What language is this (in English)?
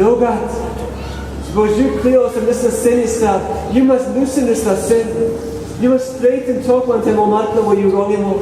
Tok Pisin